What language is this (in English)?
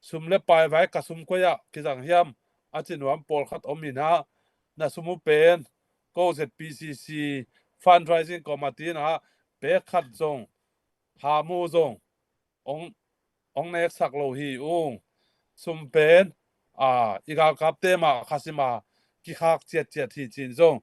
Tedim Chin